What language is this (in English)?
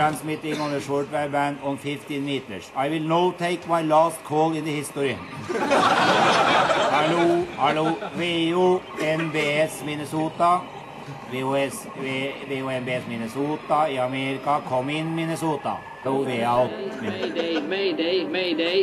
Norwegian